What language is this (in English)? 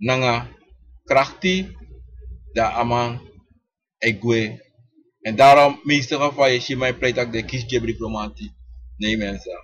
Sranan Tongo